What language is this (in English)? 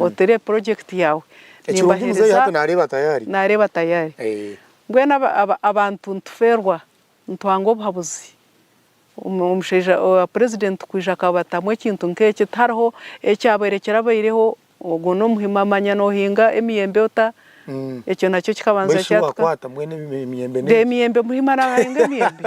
Nyankole